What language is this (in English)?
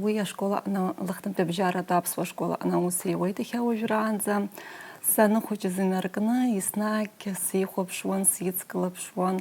Abkhazian